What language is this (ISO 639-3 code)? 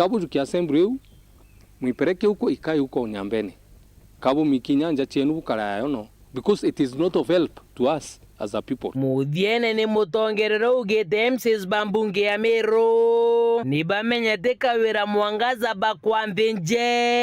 mer